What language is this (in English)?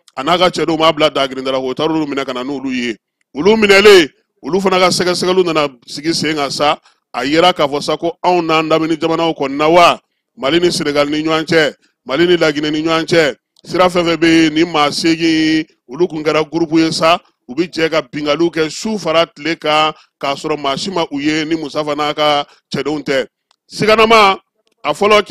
Bambara